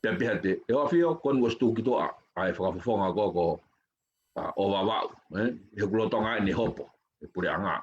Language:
Tongan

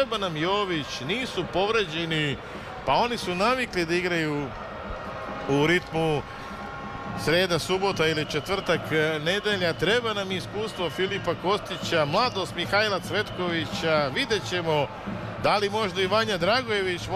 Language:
Serbian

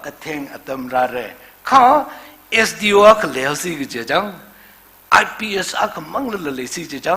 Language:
Tangkhul Naga (India)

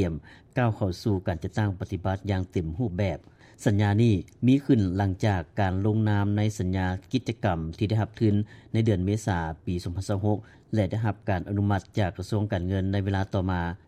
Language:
Lao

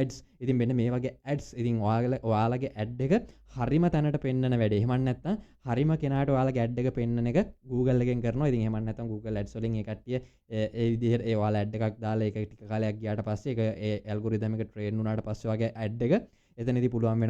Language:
Sinhala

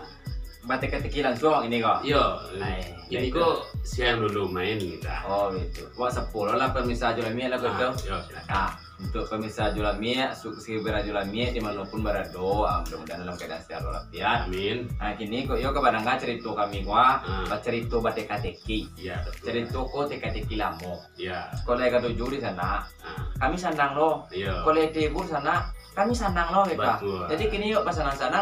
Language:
Minangkabau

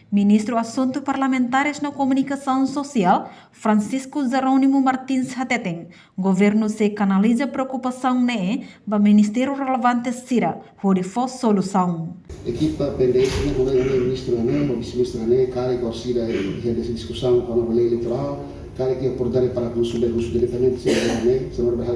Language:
Tetum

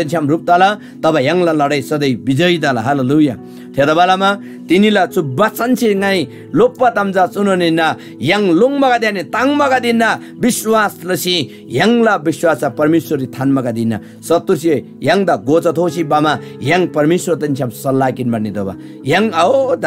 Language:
Eastern Tamang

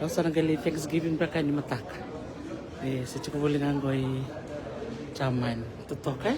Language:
Fijian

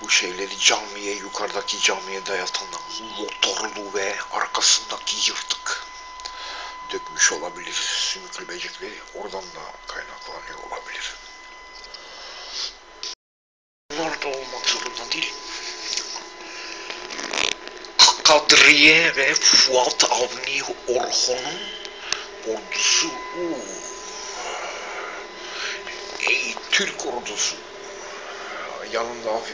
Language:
Turkish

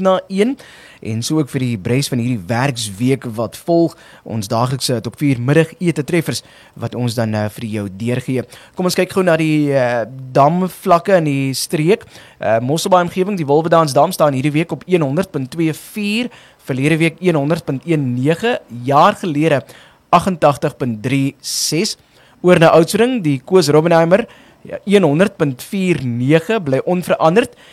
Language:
Afrikaans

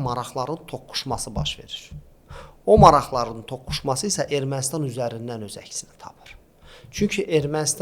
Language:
Azerbaijani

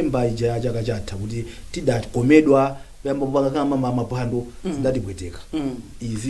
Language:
Nyanja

